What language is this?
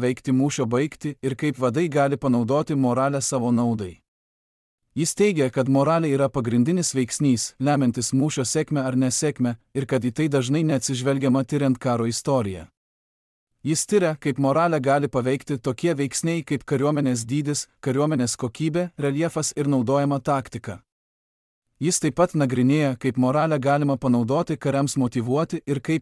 Lithuanian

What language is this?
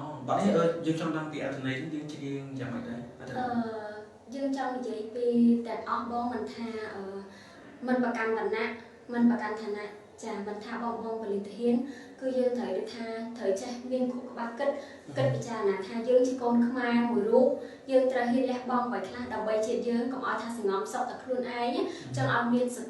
Khmer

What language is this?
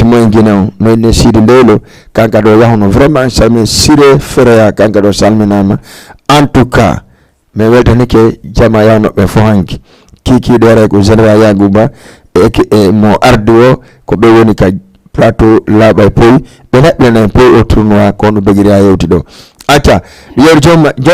Fula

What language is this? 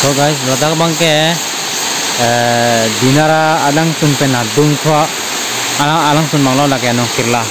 Karbi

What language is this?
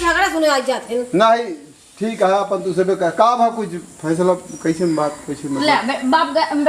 Awadhi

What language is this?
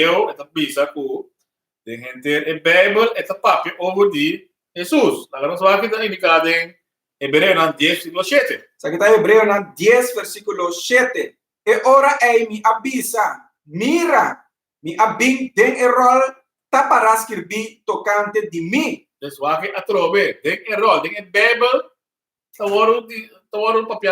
Papiamento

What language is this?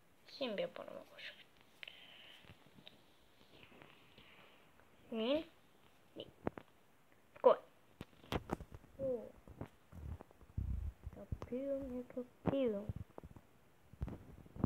Estonian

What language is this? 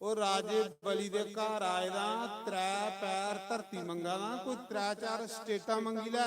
Dogri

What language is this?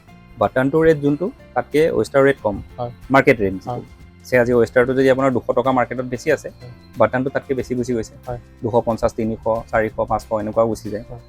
Assamese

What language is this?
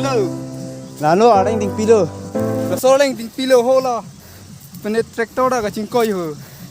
Karbi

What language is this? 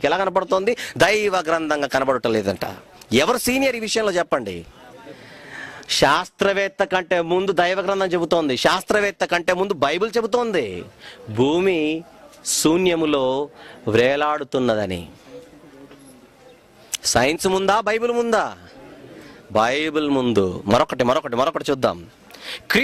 Telugu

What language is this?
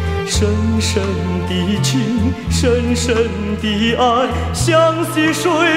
Chinese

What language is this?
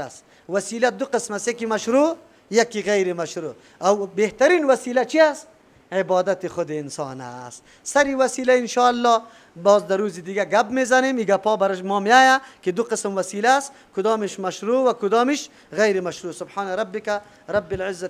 Persian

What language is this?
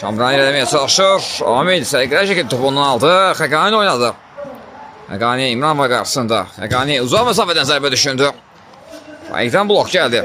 Azerbaijani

